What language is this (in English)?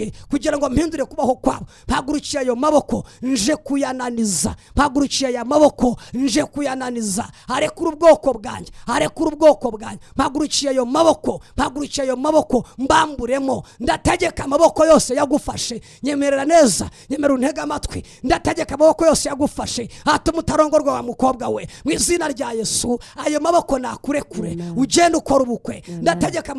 Kinyarwanda